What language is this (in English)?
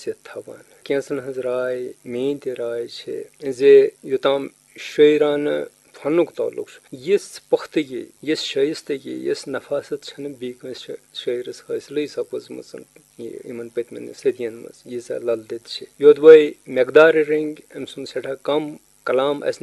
Kashmiri